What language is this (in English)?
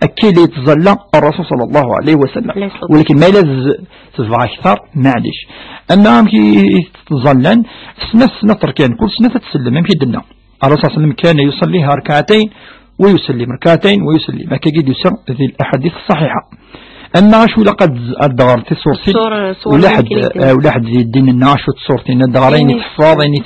Kabyle